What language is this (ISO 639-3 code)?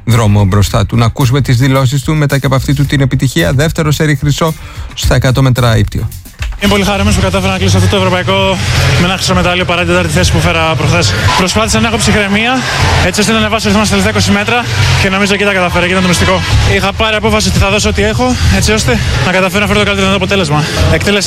ell